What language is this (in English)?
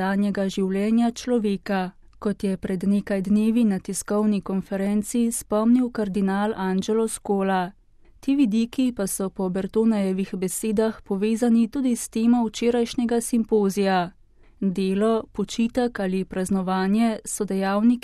Slovenian